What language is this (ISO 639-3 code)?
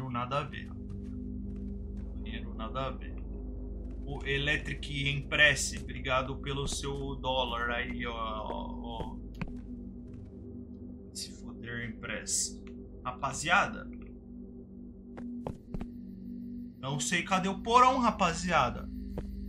por